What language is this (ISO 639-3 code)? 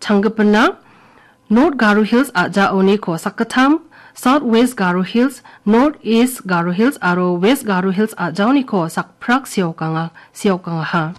grt